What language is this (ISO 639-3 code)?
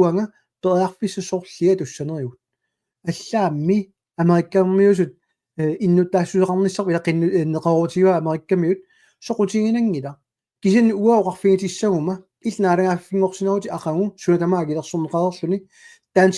kal